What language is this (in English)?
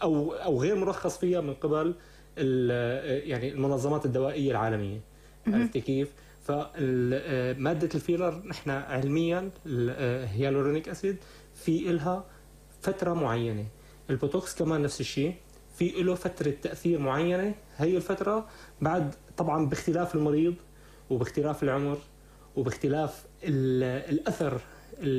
North Levantine Arabic